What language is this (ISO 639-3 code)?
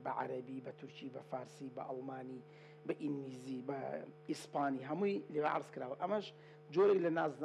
ckb